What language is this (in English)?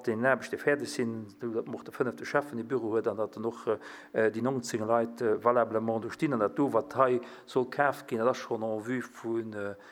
Luxembourgish